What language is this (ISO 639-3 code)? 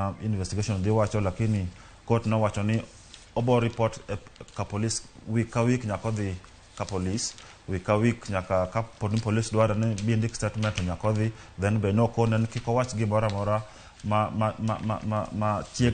luo